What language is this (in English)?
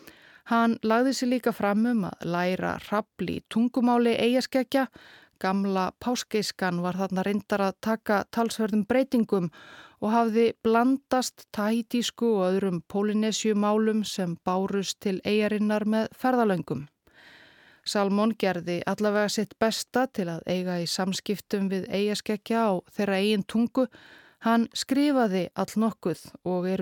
Icelandic